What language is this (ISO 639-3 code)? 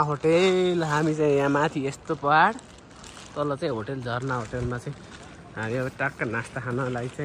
nep